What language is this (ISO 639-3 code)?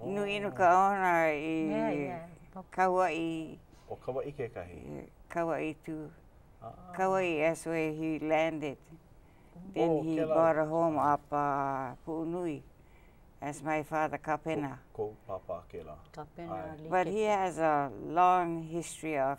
haw